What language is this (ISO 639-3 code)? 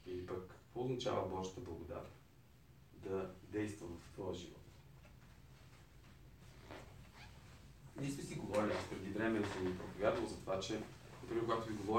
bul